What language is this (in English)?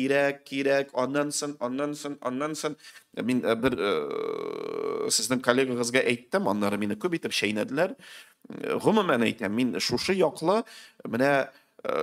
Tatar